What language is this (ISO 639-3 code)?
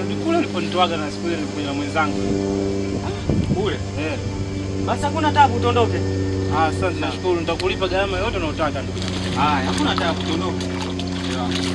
swa